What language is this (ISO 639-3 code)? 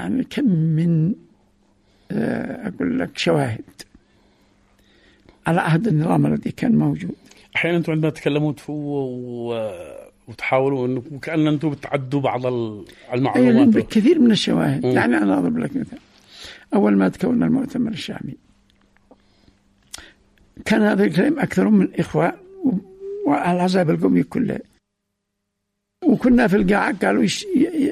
ara